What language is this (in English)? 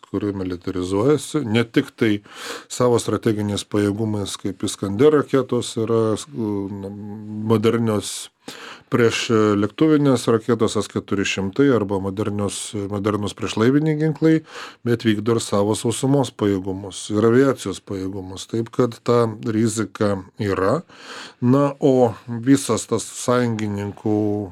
Lithuanian